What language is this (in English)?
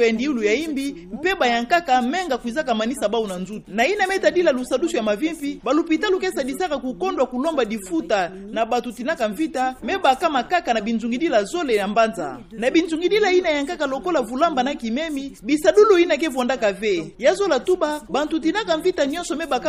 Kituba (Democratic Republic of Congo)